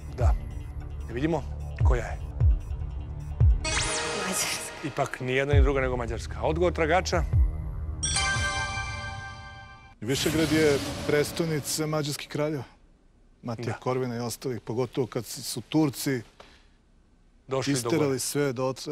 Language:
Serbian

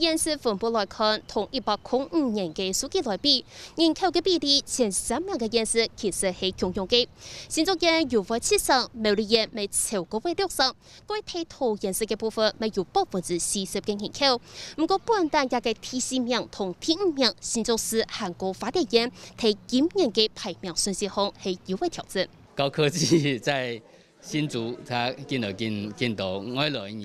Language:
Hakka Chinese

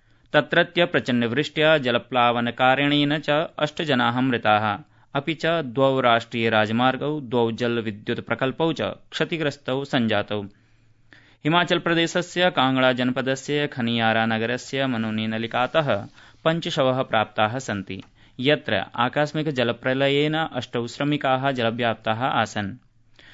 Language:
Sanskrit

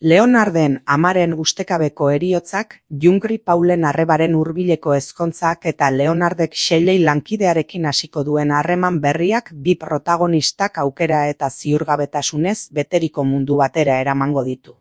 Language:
Basque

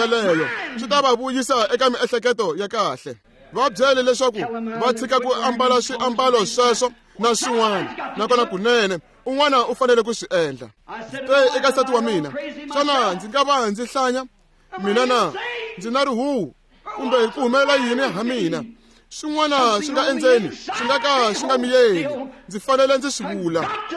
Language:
Tsonga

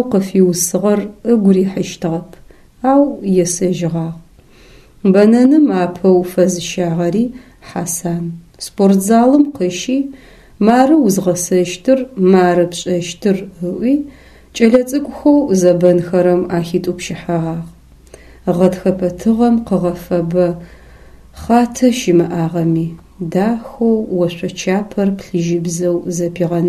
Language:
Adyghe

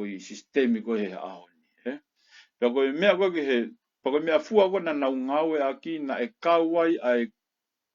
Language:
Tongan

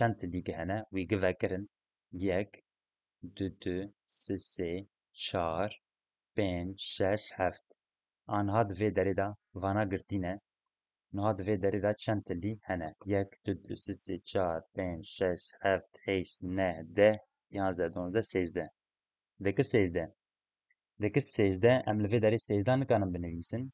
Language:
Kurdish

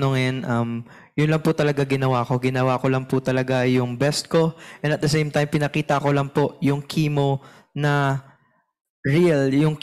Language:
Filipino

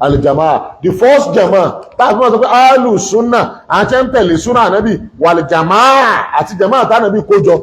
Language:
Yoruba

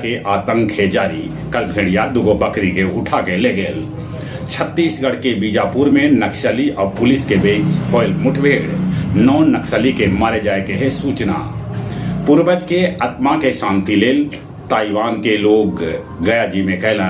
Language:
Magahi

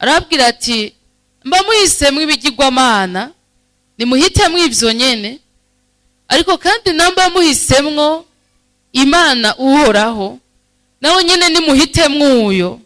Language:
Rundi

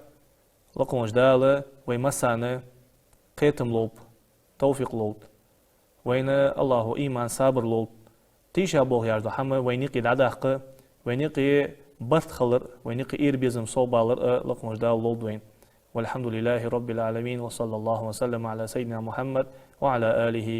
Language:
Ingush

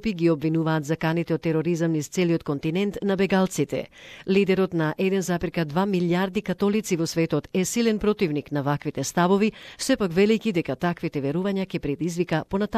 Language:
Macedonian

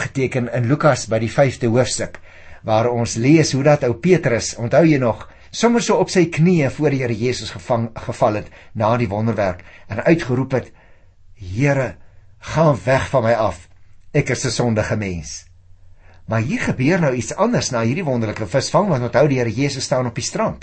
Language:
Afrikaans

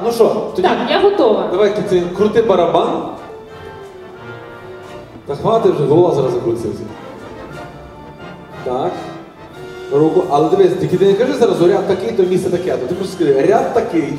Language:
Ukrainian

